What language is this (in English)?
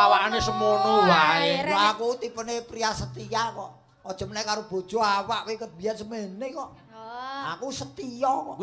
Javanese